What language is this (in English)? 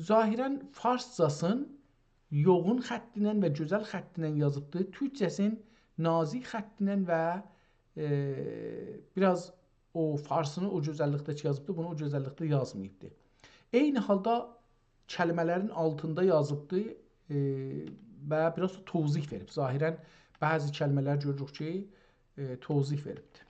South Azerbaijani